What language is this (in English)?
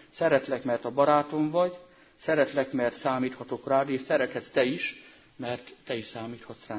Hungarian